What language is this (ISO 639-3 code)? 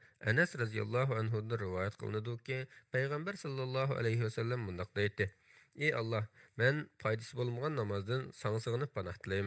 uig